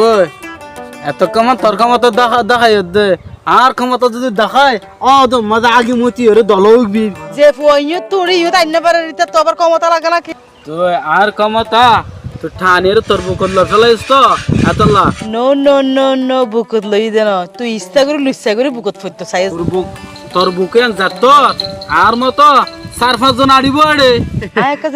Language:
Rohingya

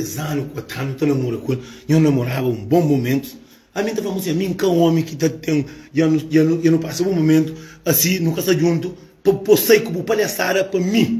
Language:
Kabuverdianu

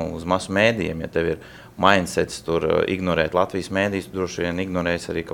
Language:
Latvian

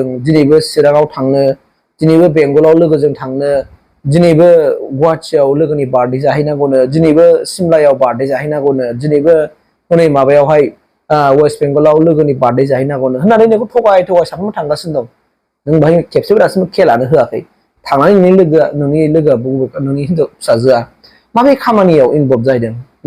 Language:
Bodo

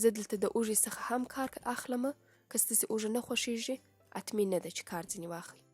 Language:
Pashto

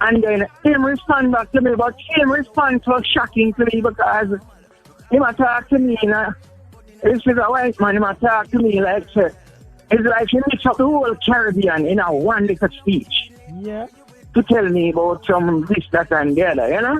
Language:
Jamaican Creole English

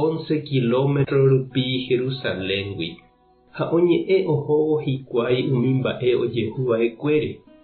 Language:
Guarani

